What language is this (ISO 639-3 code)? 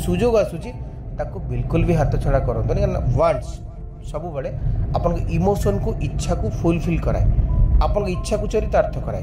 ori